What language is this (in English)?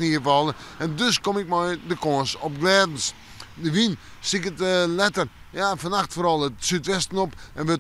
Western Frisian